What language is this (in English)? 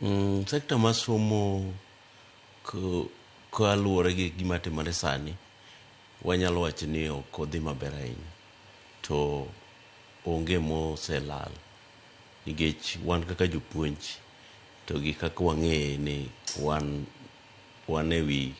Luo (Kenya and Tanzania)